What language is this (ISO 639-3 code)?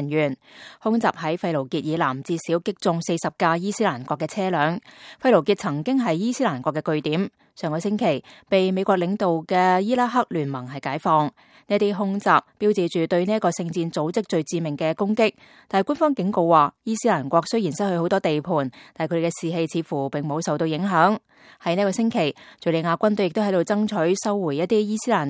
yue